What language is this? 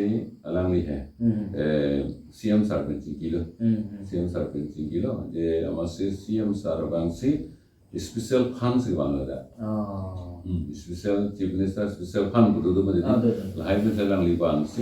Karbi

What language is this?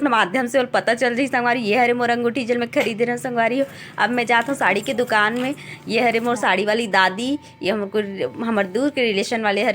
Chhattisgarhi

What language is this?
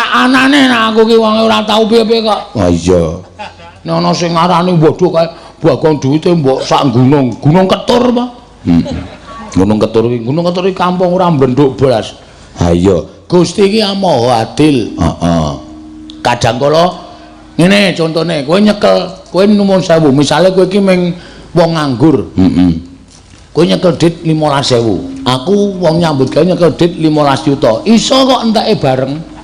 Javanese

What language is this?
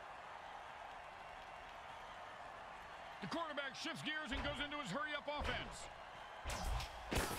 English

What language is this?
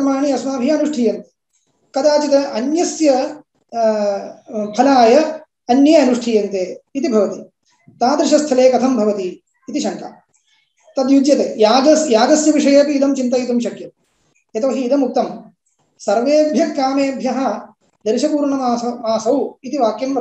Sanskrit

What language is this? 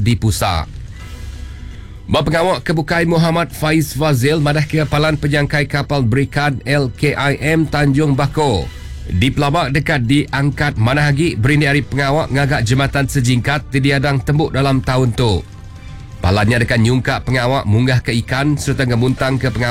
Iban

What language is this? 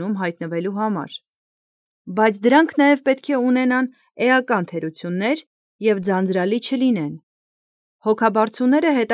Armenian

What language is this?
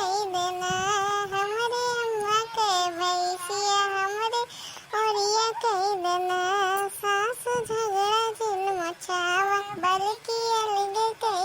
Awadhi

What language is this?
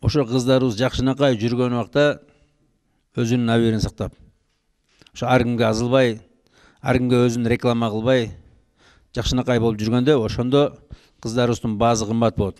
Kyrgyz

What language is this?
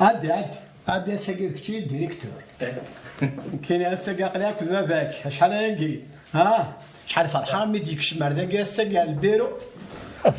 Kabyle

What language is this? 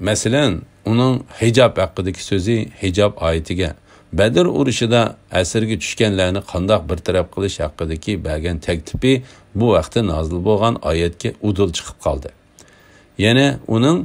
Uyghur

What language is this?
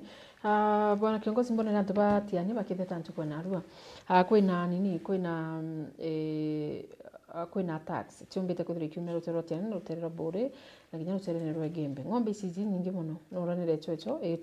Meru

